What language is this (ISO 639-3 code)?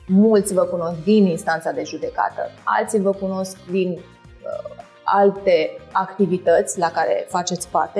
ron